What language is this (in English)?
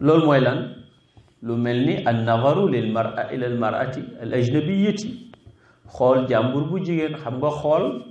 Wolof